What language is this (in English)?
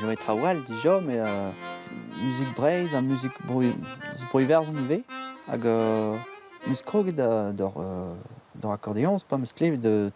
Breton